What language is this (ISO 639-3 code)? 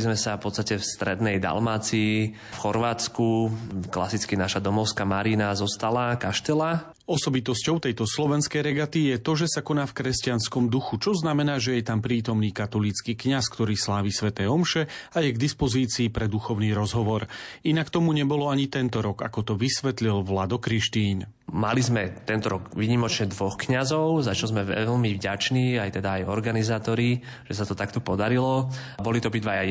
slk